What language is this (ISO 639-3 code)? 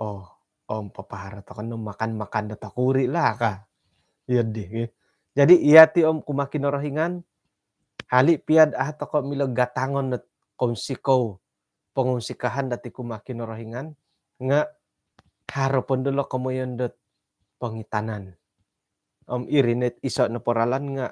dtp